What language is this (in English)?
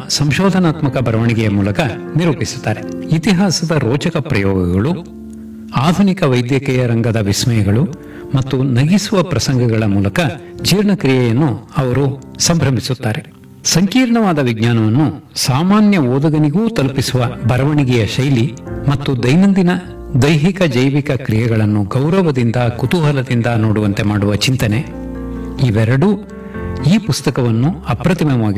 Kannada